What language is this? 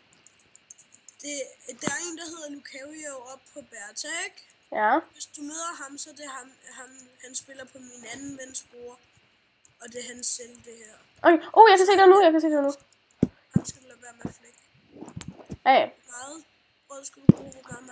Danish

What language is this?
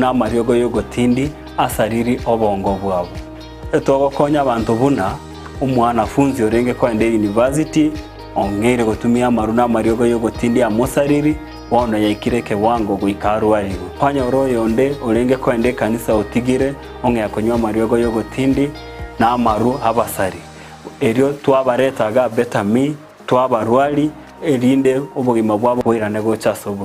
Gusii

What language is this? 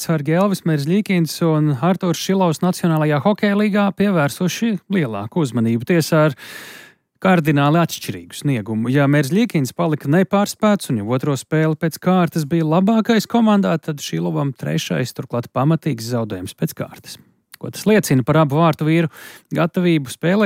Latvian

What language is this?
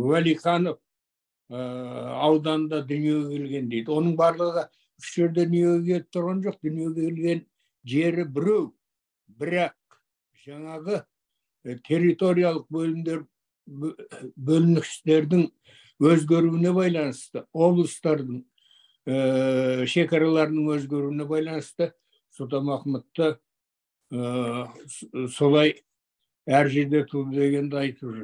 Kazakh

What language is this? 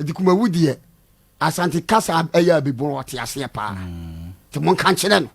Akan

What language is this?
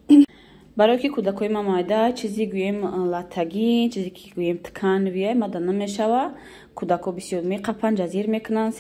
Tajik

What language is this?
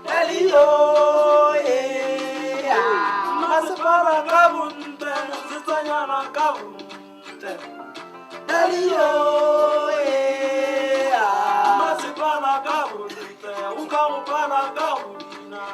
Tswana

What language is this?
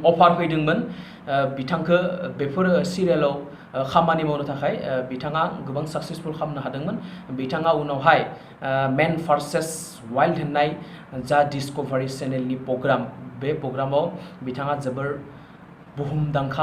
Bodo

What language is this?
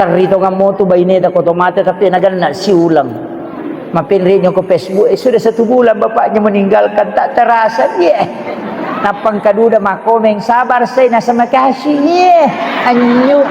Buginese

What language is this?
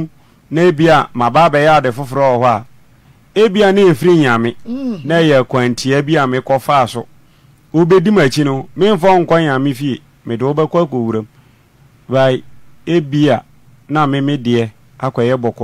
Akan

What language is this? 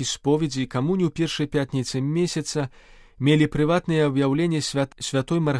Belarusian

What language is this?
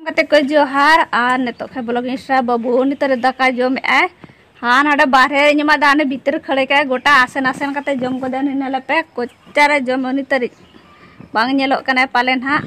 Santali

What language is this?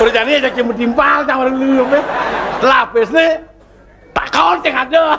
Balinese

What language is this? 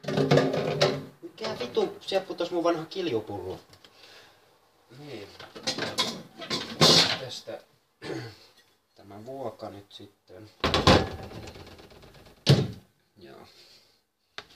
Finnish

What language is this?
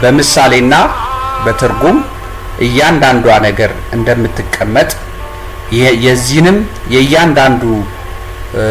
Amharic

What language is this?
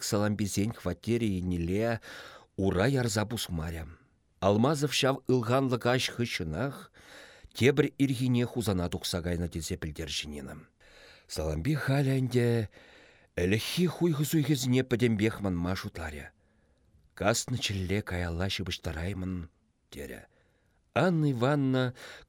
Chuvash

